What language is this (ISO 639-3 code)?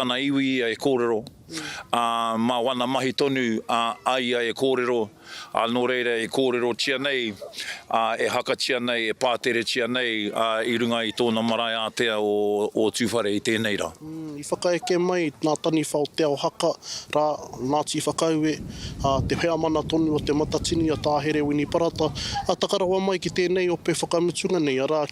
mri